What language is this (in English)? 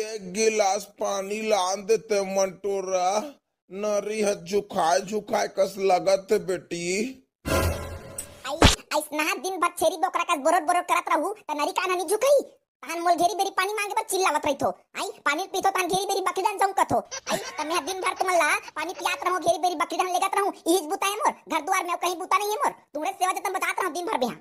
Chhattisgarhi